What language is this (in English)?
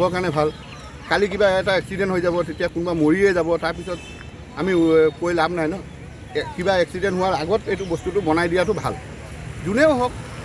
Assamese